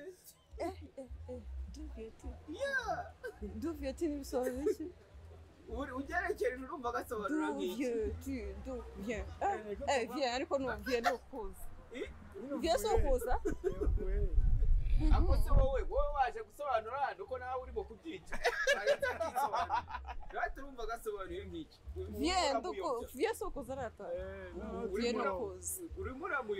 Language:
Kinyarwanda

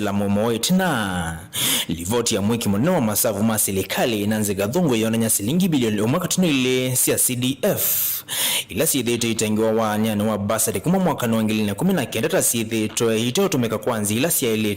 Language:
Kamba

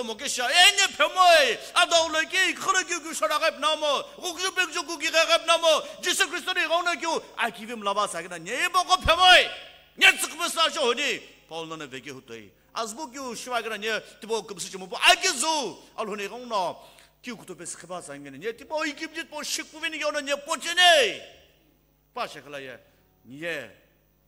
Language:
Sumi Naga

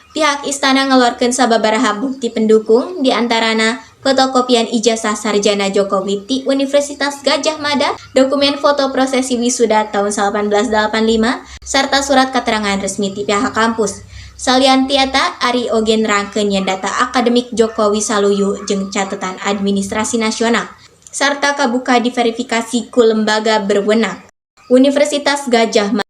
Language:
Sundanese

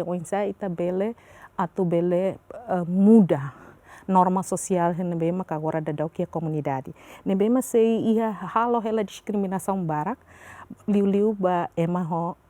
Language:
Tetum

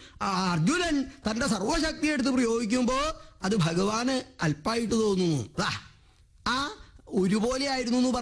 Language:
Malayalam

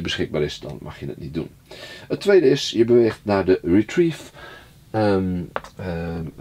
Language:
Dutch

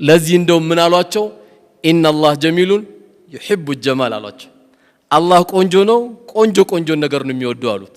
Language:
Amharic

